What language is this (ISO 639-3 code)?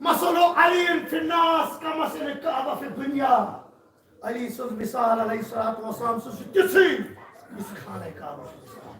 kas